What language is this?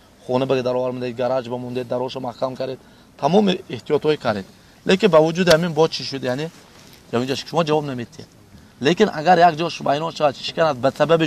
Tajik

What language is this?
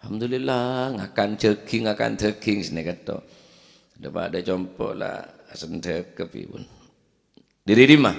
Madurese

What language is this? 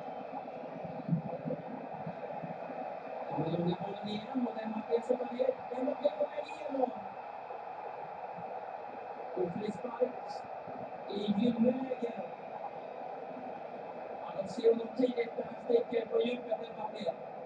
Swedish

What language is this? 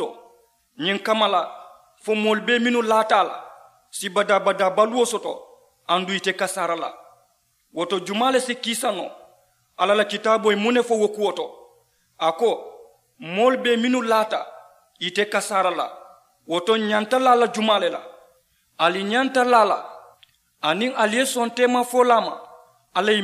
Mandingo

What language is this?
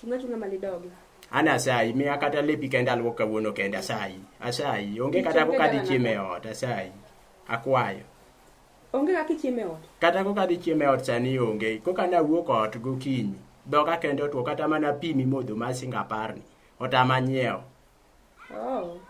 Luo (Kenya and Tanzania)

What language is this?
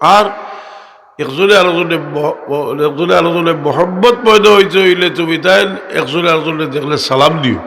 Sylheti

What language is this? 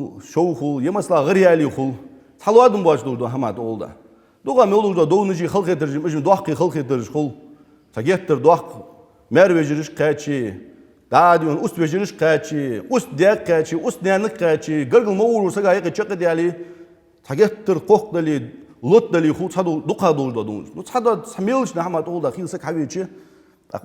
Ingush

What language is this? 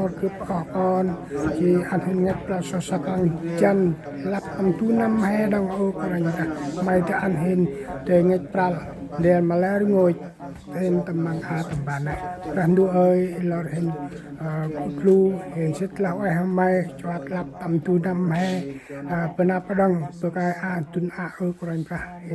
Central Mnong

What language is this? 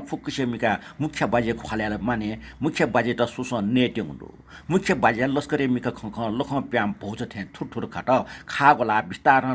Newari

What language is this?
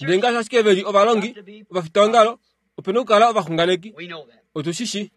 Kuanyama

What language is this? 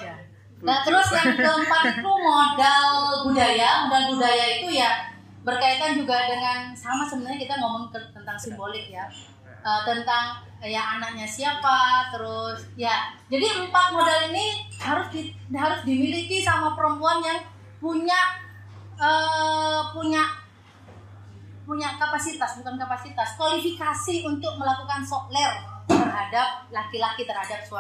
Indonesian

